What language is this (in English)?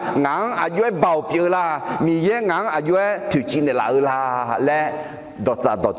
Akha